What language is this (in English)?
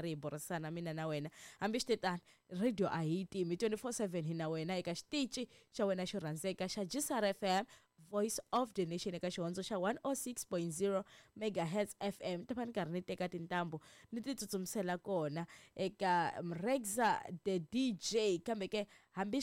Tsonga